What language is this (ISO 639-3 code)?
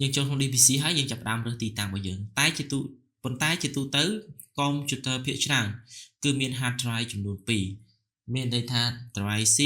khm